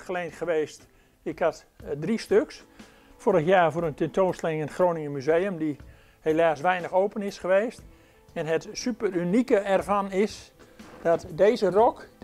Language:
Dutch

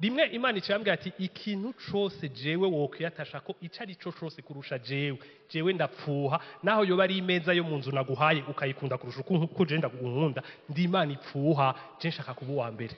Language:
Rundi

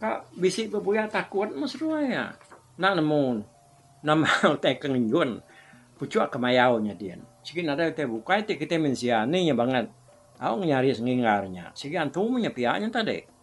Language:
Iban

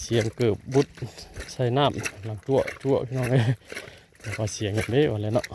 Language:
Northeastern Thai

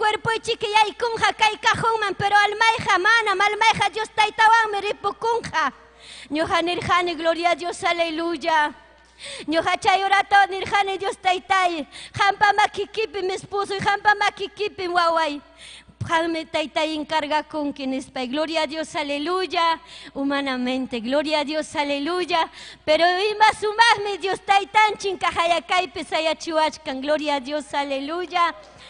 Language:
Ayacucho Quechua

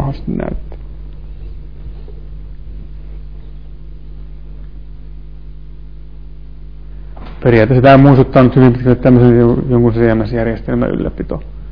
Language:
Finnish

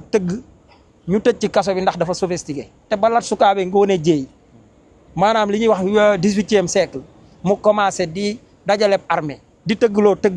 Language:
Wolof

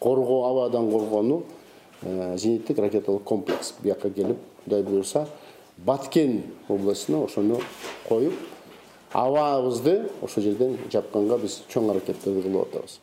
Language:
Kyrgyz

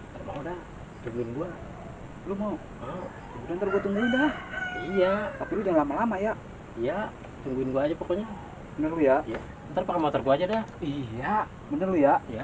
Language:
Betawi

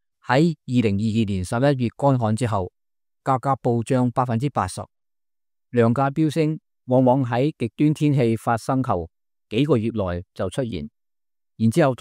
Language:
Cantonese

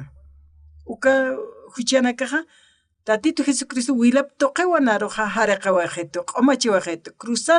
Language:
Aymara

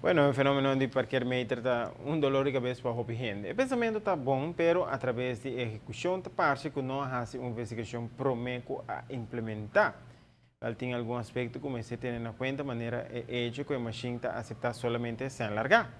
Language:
Papiamento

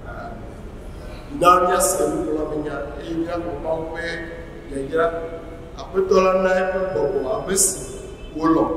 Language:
Ewe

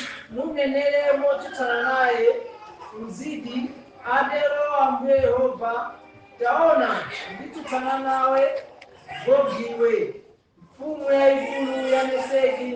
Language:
Nyanja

